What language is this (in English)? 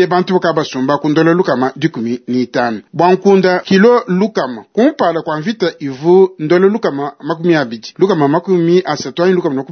Luba-Lulua